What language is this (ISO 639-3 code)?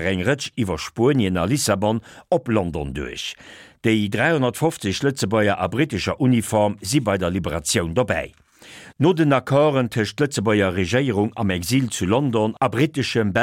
ltz